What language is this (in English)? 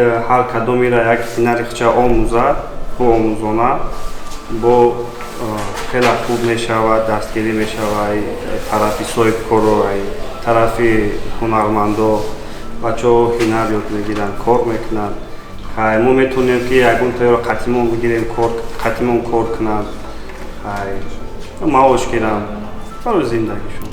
Tajik